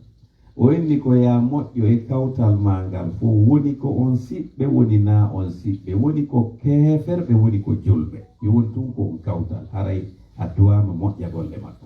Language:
Pular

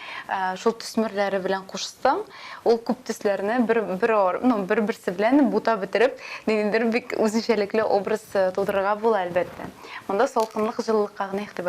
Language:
Tatar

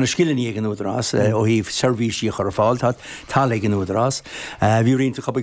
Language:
Irish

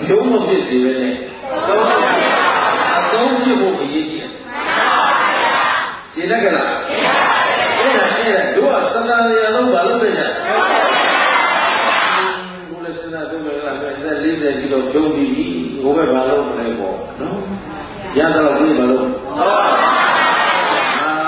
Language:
Burmese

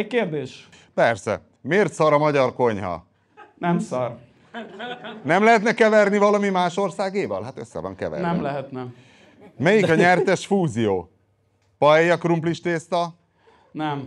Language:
Hungarian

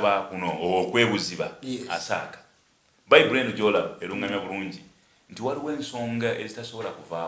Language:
Ganda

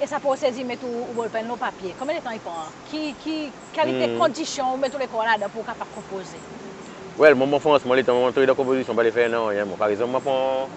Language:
Seselwa Creole French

